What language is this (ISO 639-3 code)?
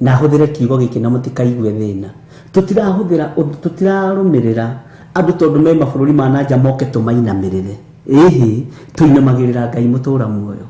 kik